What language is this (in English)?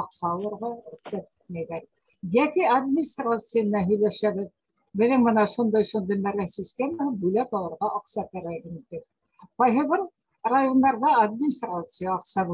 Bashkir